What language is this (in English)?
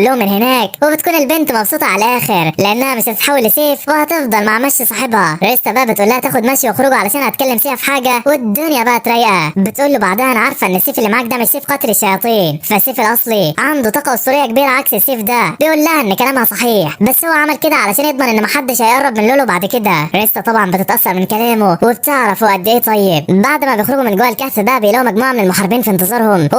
Egyptian Arabic